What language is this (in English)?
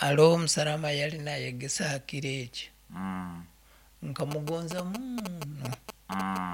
Nyoro